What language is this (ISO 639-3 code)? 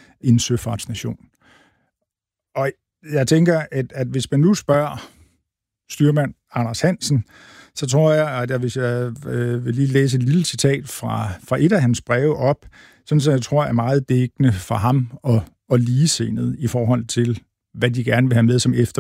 dan